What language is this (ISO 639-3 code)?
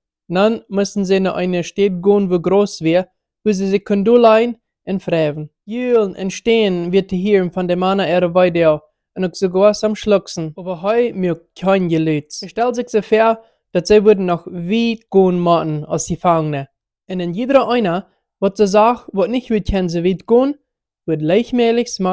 pdt